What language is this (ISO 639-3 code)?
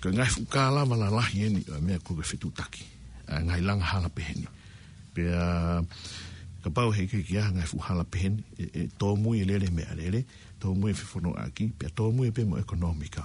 ton